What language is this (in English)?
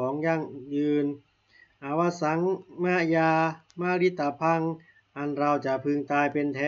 Pali